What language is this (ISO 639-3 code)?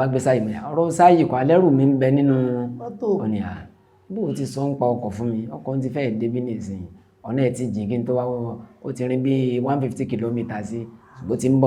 yor